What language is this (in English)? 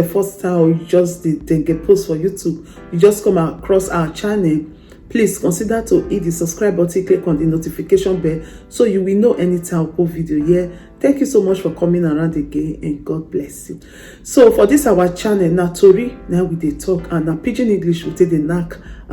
Nigerian Pidgin